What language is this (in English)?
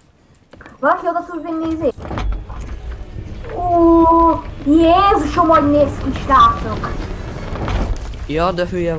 Hungarian